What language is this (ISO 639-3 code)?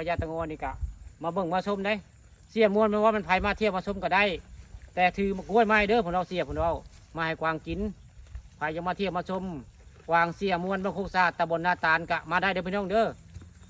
tts